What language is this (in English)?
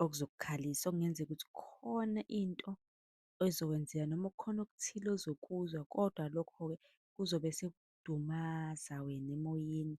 Zulu